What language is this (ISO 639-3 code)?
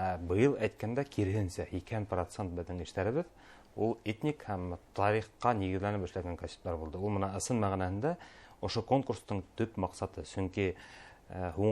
bak